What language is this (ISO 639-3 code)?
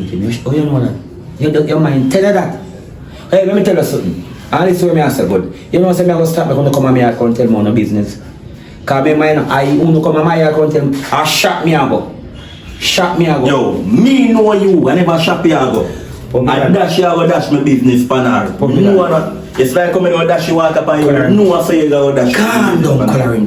jam